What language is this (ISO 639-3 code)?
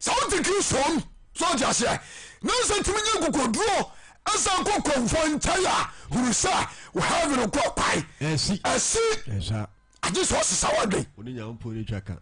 aka